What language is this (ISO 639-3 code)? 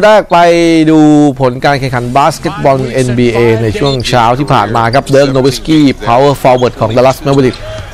tha